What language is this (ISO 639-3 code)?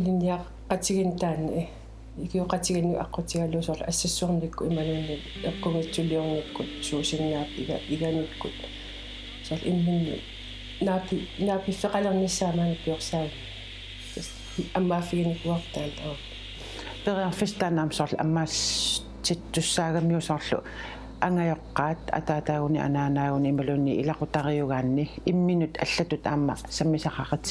kal